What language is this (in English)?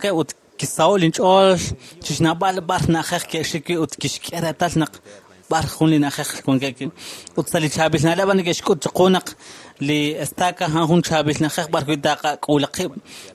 Kekchí